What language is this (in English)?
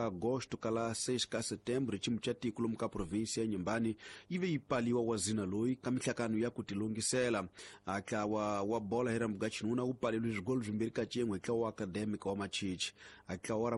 Tsonga